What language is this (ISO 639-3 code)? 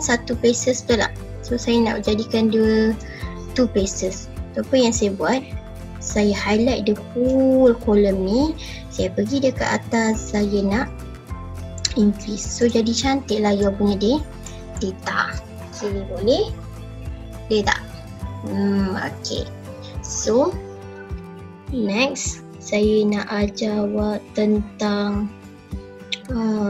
msa